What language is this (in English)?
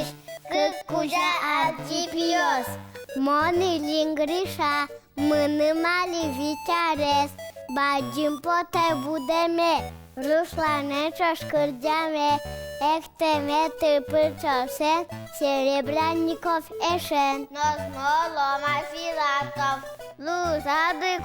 Udmurt